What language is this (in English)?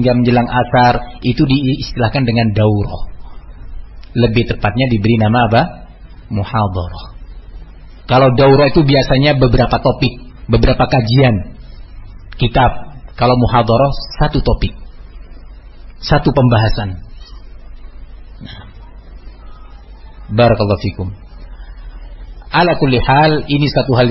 Indonesian